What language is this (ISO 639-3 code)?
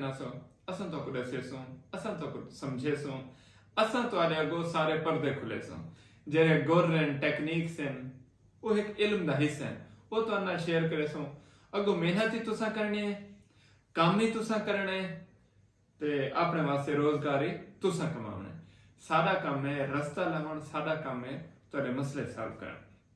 skr